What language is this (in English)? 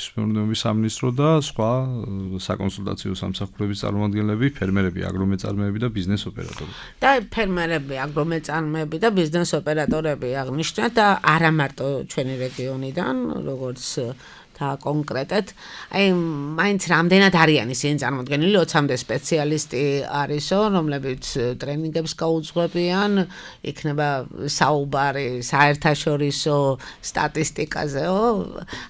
Georgian